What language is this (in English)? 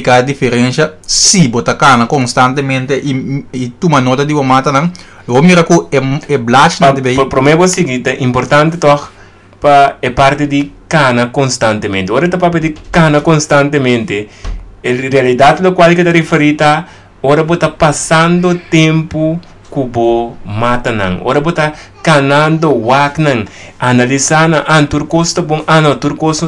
Papiamento